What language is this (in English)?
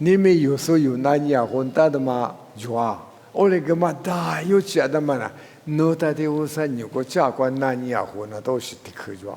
Lisu